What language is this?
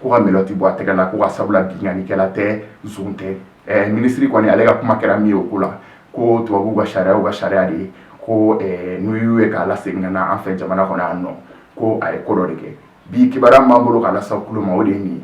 Bambara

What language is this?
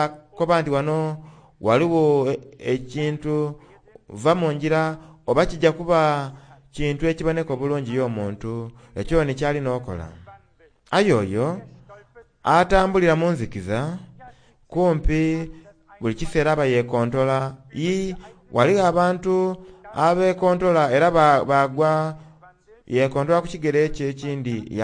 Soga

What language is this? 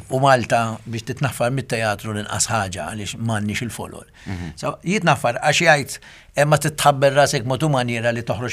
Maltese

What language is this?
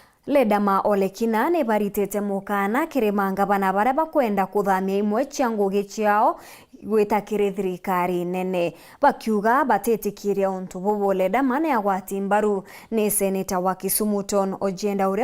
Meru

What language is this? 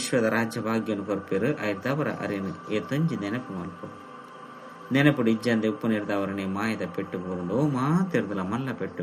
Tulu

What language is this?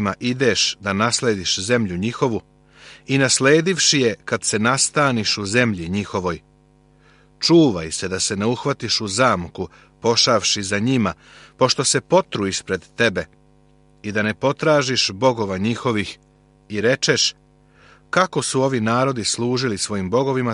Serbian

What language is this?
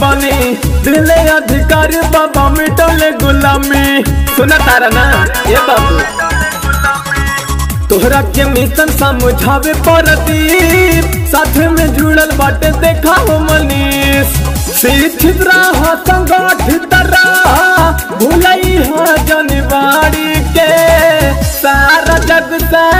Bhojpuri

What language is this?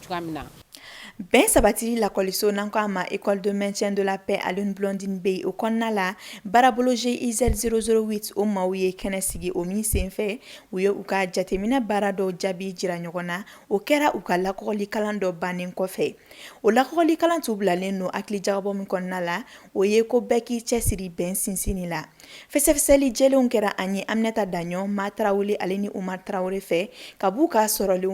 Bambara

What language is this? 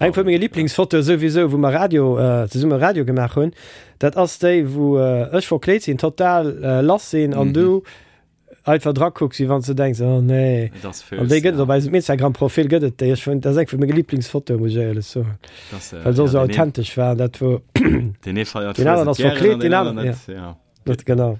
Luxembourgish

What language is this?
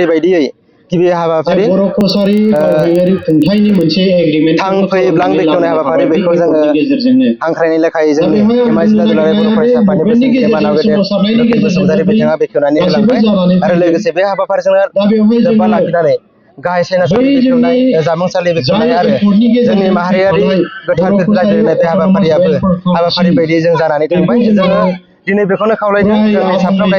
Bodo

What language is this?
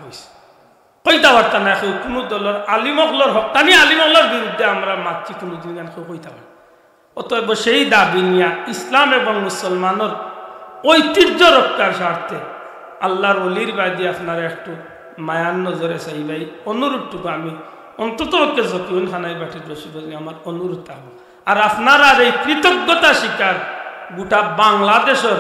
Sylheti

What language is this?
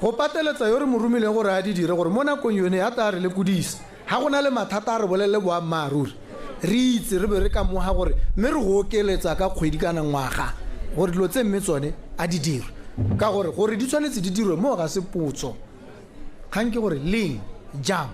Tswana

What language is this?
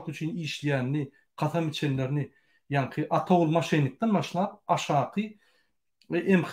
Turkmen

